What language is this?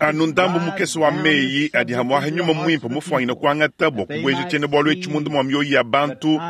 Luba-Lulua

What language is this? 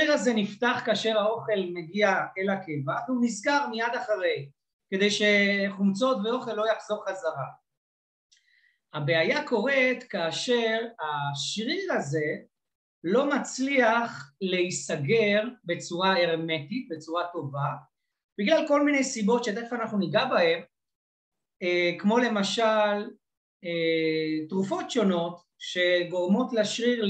Hebrew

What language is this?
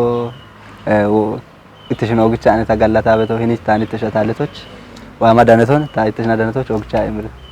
Kafa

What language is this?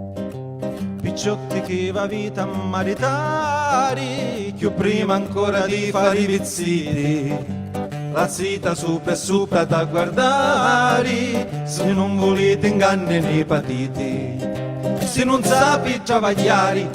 Sicilian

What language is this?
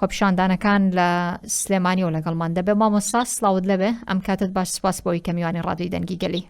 Central Kurdish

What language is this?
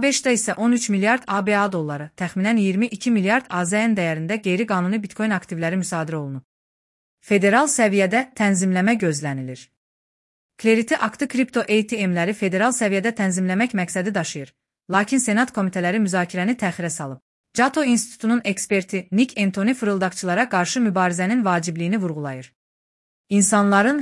Azerbaijani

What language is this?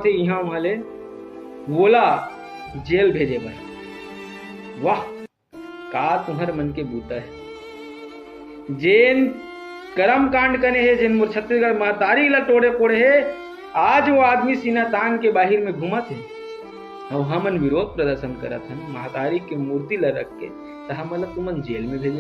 Chhattisgarhi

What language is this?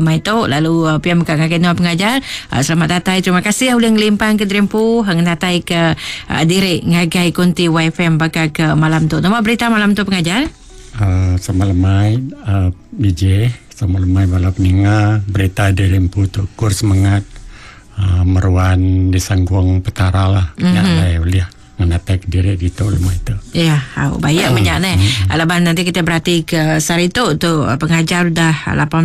Iban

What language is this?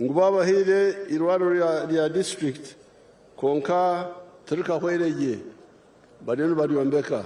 Nyankole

